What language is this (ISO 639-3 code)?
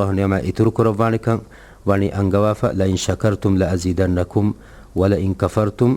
div